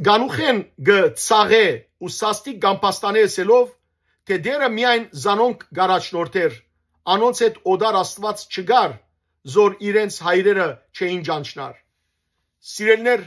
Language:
Western Armenian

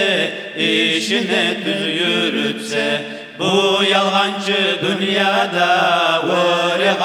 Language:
Kumyk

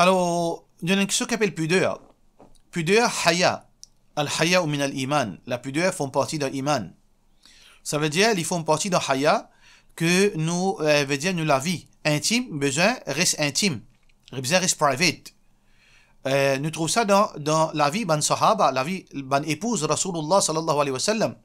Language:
Morisyen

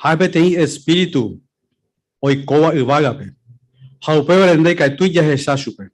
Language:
Guarani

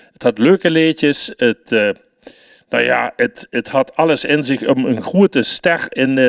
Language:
Limburgish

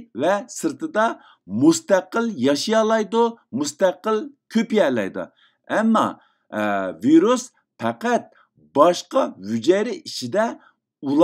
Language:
Uyghur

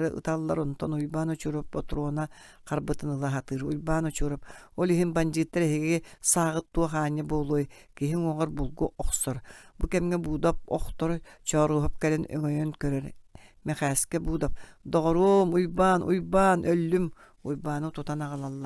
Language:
Yakut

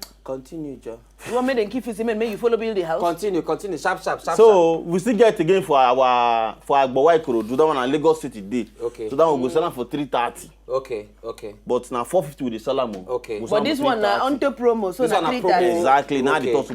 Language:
Nigerian Pidgin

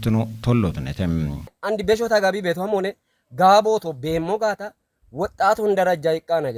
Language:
Kafa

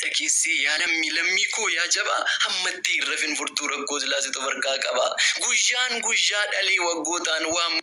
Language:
Oromo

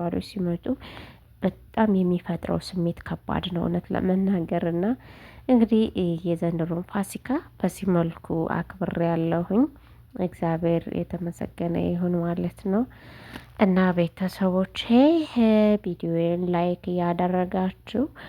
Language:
Amharic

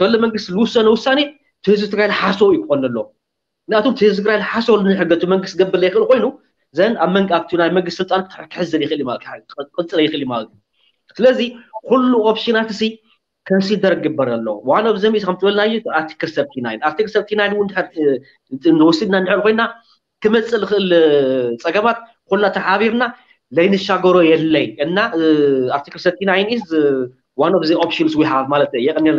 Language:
Tigrinya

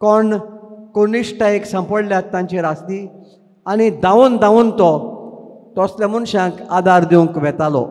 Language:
Konkani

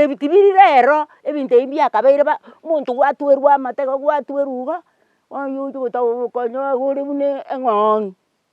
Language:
Gusii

